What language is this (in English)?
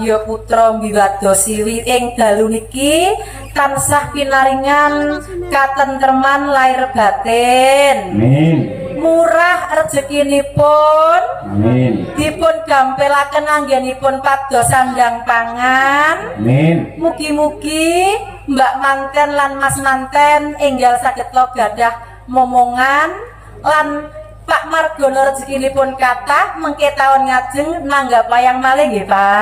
Javanese